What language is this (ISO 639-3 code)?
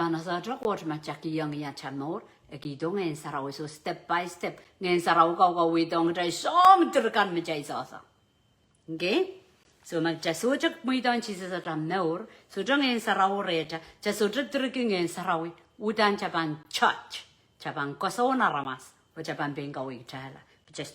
pon